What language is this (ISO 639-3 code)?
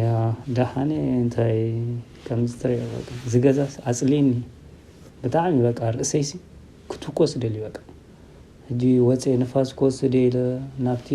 tir